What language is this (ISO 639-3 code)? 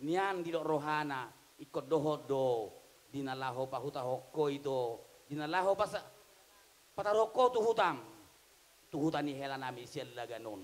bbc